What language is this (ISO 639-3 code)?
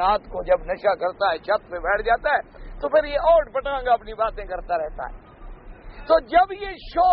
urd